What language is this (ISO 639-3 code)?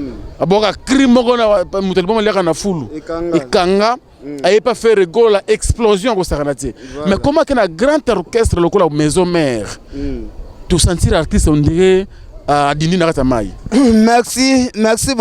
lin